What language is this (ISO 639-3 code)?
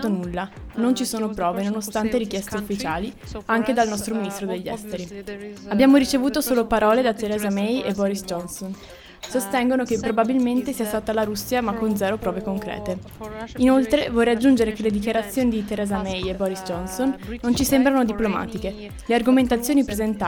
ita